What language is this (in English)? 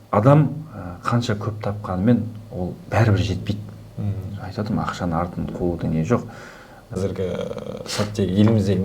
Kazakh